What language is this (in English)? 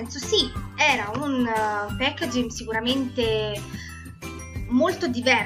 Italian